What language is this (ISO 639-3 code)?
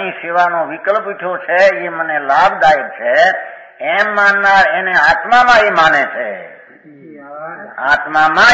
guj